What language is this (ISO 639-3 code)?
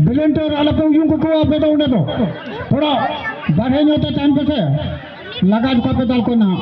sat